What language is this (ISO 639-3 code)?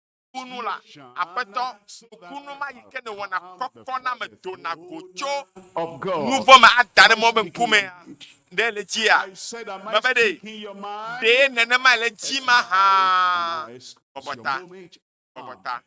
ewe